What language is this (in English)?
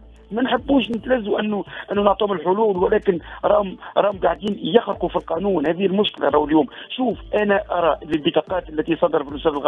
Tunisian Arabic